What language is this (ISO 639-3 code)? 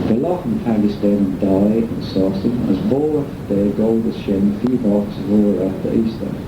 glv